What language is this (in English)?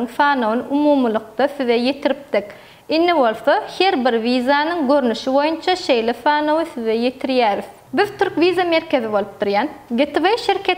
Turkmen